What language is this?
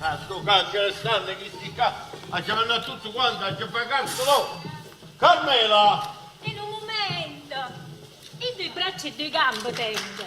Neapolitan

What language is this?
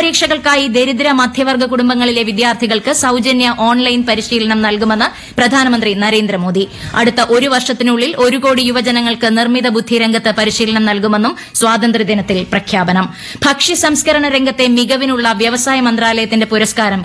Malayalam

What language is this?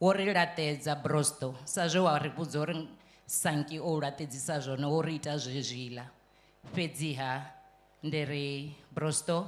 Venda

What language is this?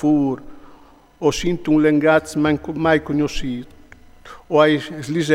Friulian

